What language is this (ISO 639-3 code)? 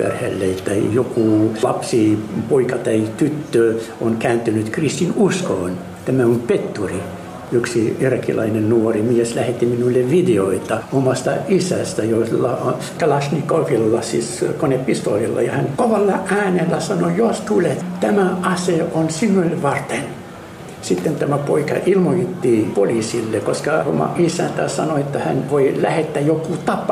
fin